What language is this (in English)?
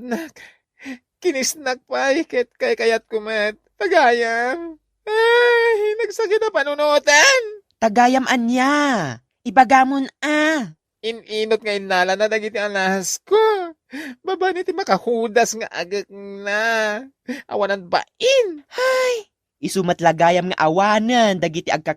Iloko